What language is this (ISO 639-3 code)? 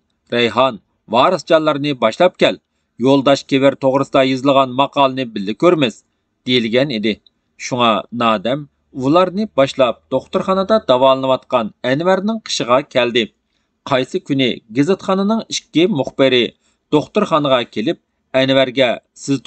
uig